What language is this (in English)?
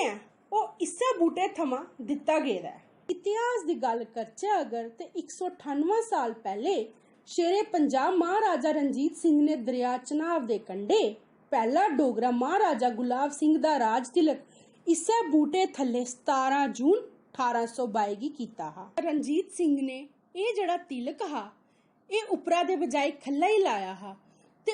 Dogri